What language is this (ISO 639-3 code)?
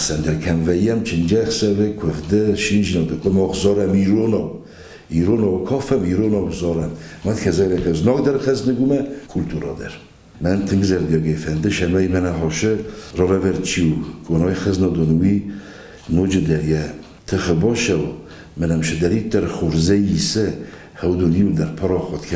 oss